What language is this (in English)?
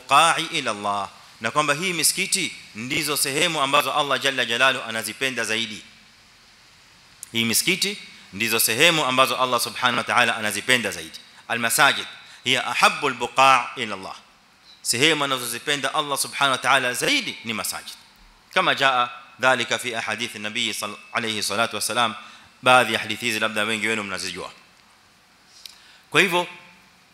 Swahili